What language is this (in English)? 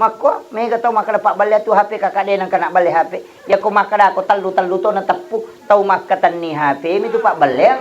Buginese